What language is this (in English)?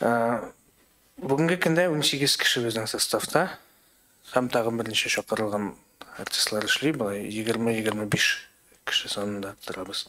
Tatar